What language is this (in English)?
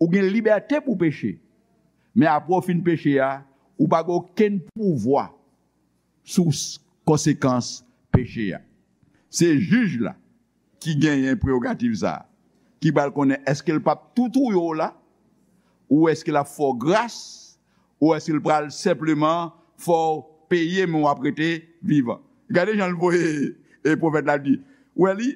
Haitian Creole